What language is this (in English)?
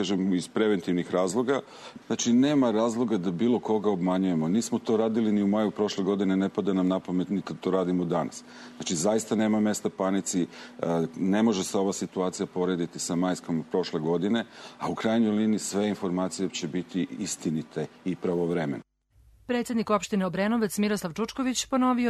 Serbian